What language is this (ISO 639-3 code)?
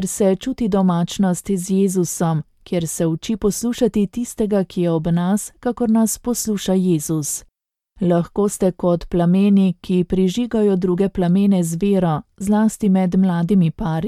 slv